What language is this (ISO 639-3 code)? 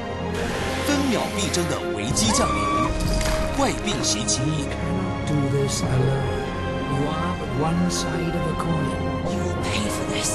zho